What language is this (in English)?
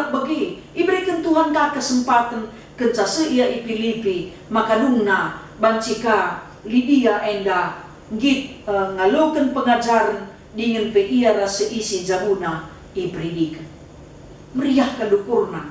Batak Karo